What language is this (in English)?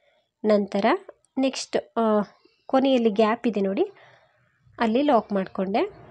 Kannada